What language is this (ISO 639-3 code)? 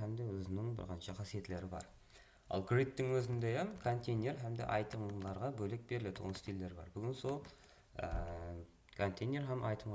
kaa